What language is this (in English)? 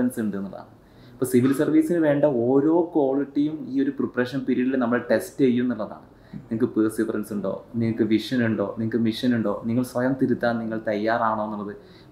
Malayalam